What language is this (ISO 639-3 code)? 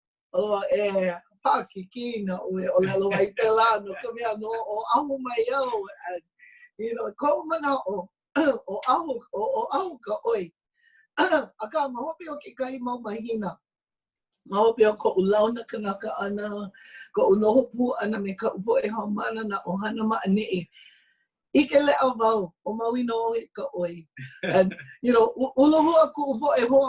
haw